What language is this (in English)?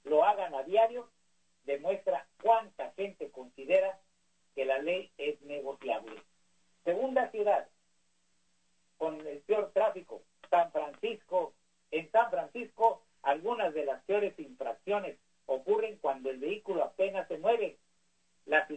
Spanish